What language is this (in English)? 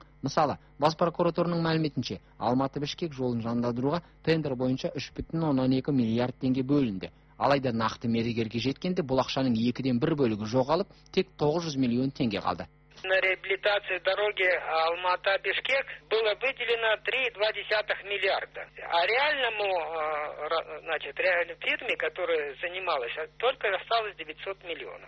Kazakh